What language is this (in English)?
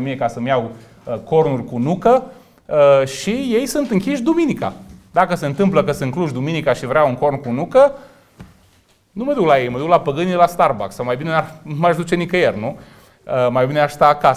Romanian